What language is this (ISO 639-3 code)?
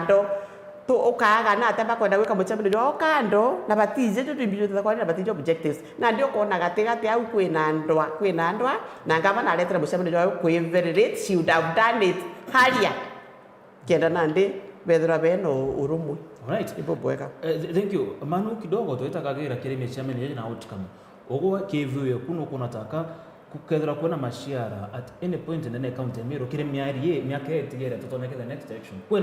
mer